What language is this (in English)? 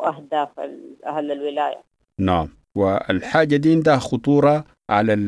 Sudanese Arabic